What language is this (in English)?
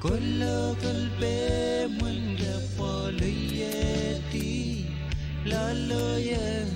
Pohnpeian